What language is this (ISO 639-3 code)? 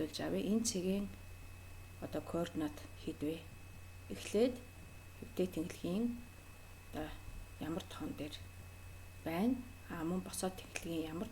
mon